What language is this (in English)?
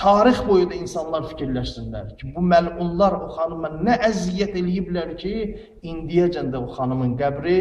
Azerbaijani